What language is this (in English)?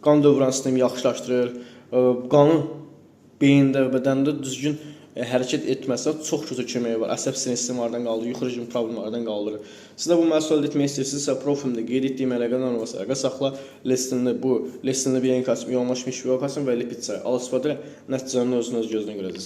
Azerbaijani